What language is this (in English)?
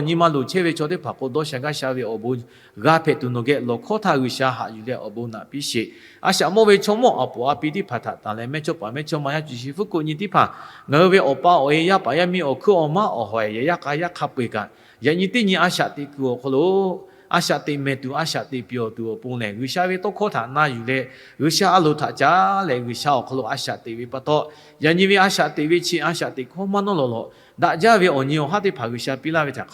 Lahu